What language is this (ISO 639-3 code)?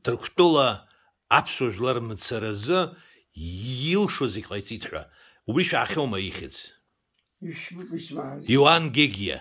abk